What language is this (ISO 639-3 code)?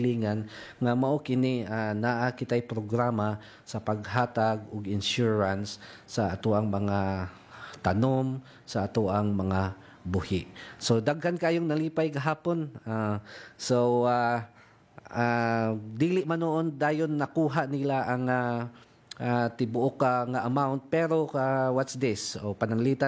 ceb